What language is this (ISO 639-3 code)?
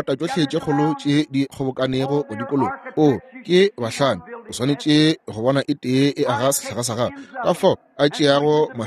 nso